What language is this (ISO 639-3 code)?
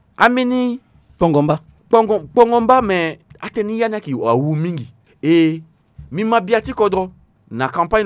sag